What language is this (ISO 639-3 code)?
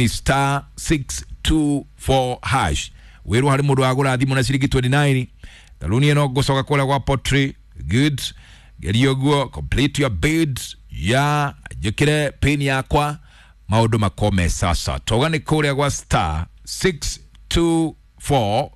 kik